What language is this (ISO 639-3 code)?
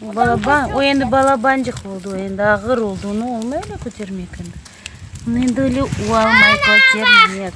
crh